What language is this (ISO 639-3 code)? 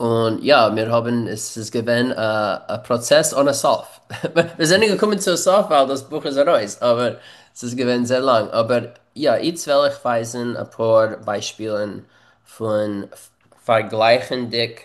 yid